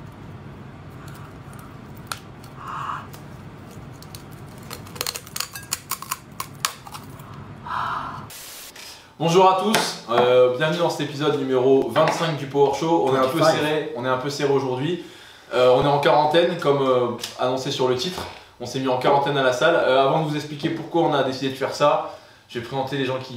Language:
French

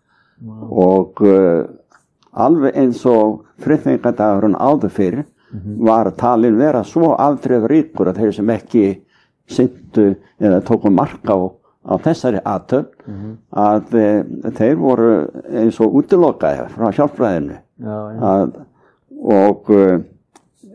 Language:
Icelandic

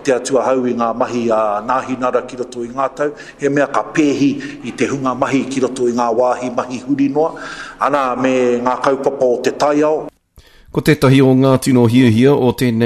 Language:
Māori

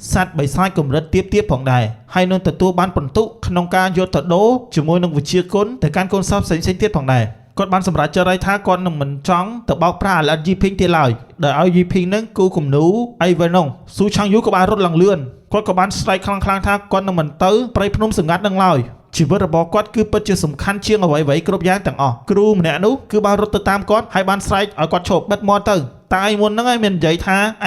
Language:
Khmer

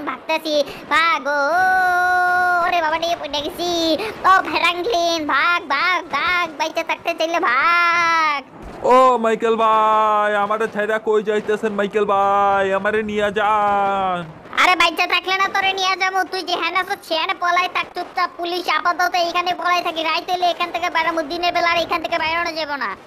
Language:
Bangla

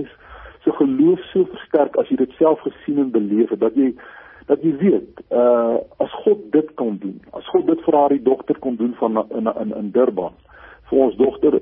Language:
Afrikaans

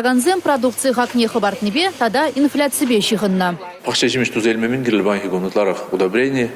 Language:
Chuvash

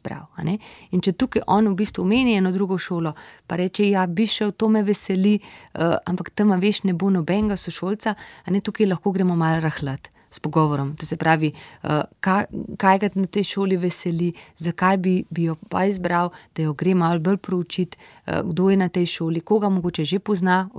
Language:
Slovenian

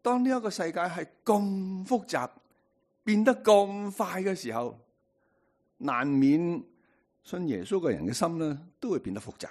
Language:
Cantonese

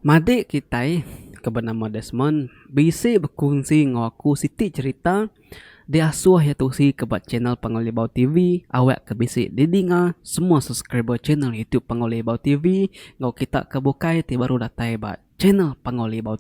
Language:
Iban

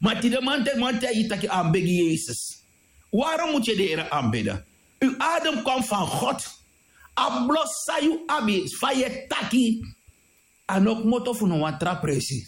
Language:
Sranan Tongo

